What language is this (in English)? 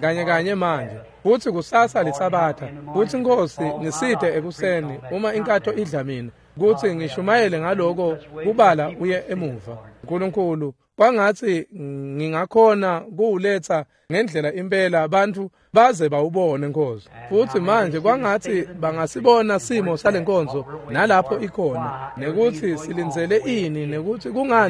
Swati